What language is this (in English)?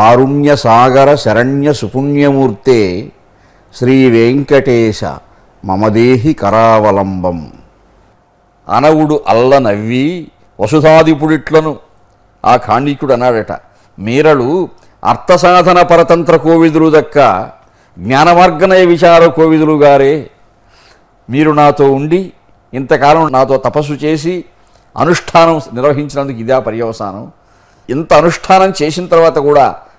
Telugu